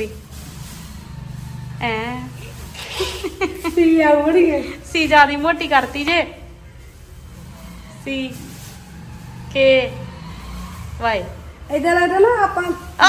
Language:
Punjabi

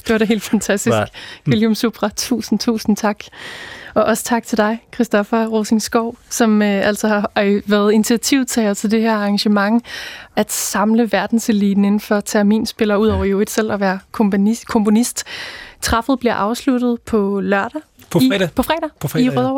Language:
Danish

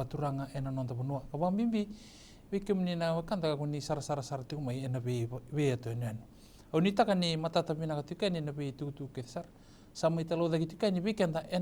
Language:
Fijian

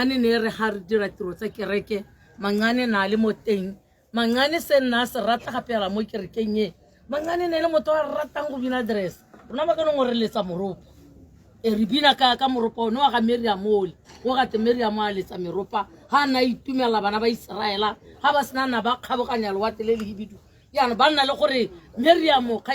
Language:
Tswana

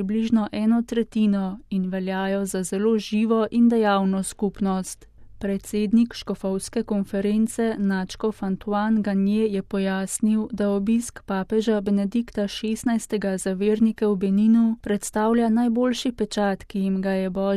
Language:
Slovenian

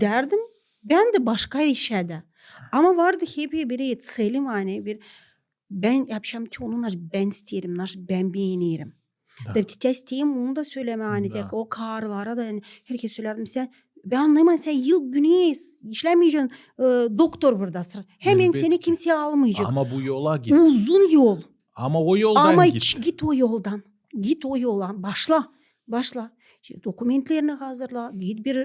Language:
Gagauz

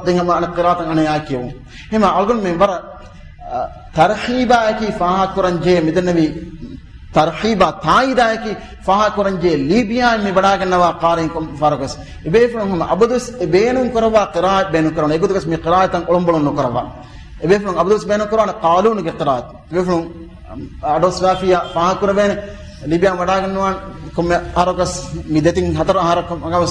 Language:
Divehi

